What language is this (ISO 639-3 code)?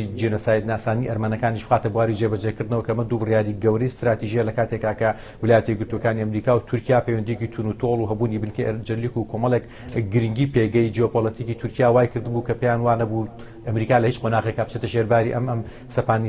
ckb